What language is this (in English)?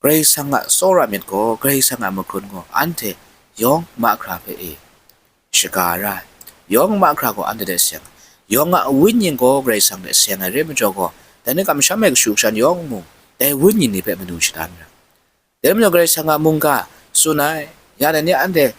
Kachin